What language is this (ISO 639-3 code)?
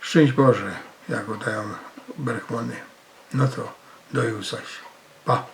szl